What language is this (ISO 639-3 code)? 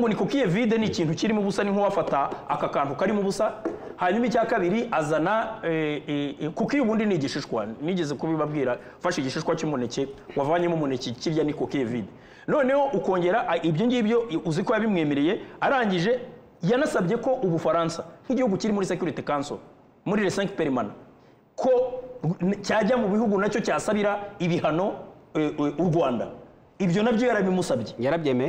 kin